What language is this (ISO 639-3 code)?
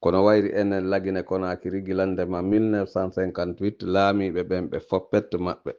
ful